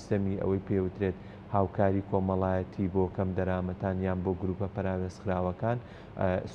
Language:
Central Kurdish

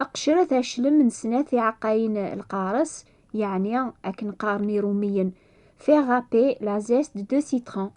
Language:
Kabyle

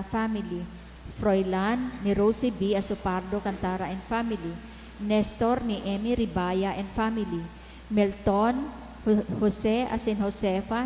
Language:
Bikol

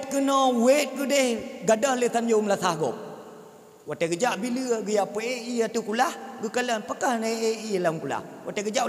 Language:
Achinese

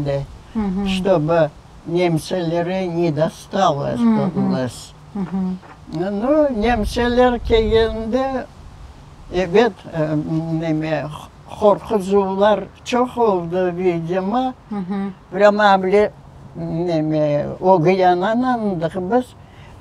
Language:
Crimean Tatar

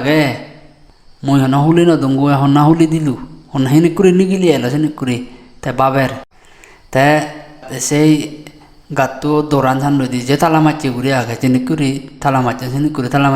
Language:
Chakma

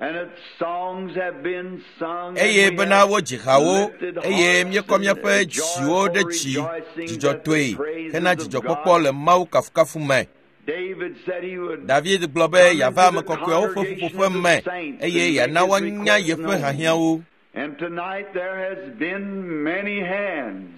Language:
Ewe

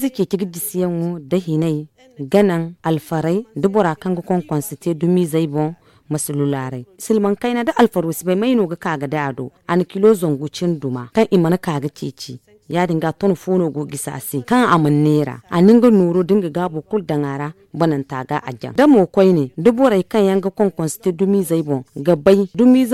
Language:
Zarma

